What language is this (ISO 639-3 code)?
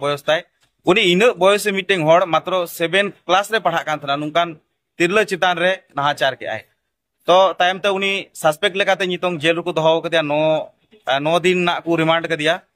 sat